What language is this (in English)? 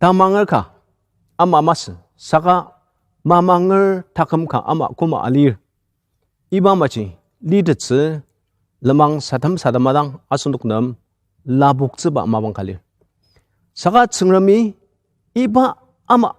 Ao Naga